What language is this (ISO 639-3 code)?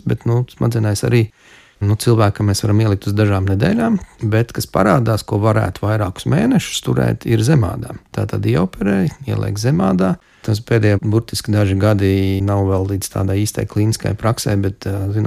lav